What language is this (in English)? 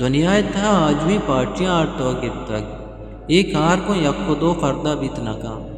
Eastern Balochi